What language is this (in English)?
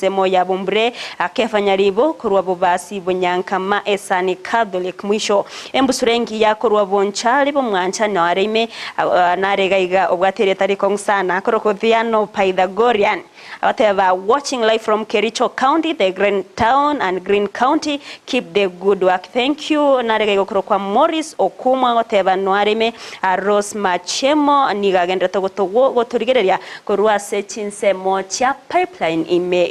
Gusii